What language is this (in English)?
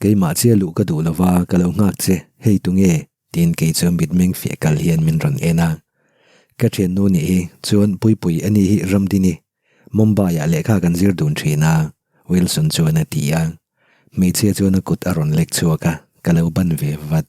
Mizo